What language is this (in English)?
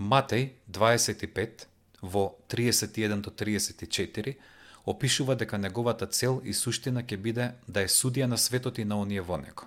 Macedonian